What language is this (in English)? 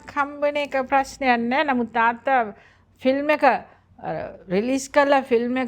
Sinhala